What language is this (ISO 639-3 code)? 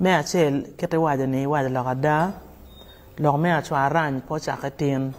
ach